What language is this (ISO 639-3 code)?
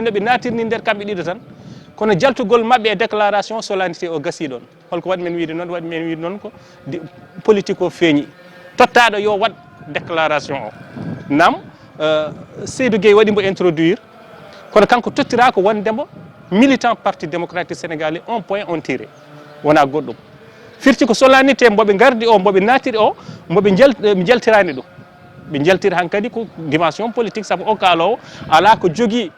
ful